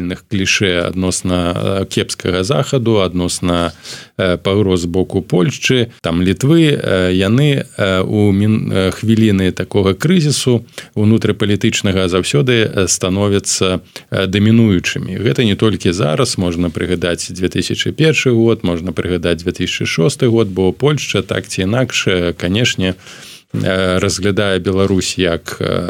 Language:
Belarusian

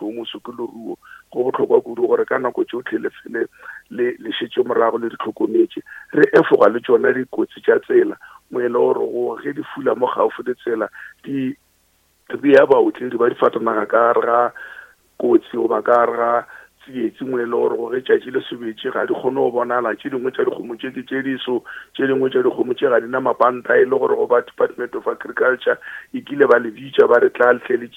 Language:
Northern Sotho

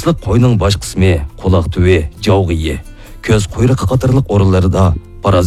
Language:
Uyghur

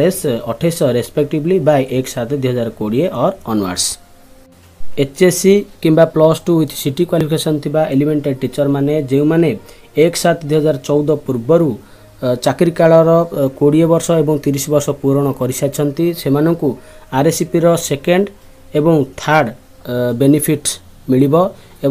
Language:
Odia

